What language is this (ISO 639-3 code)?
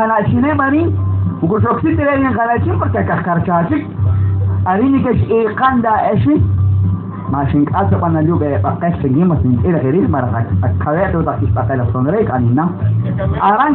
kek